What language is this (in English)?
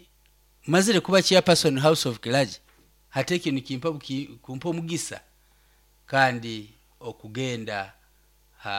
Nyoro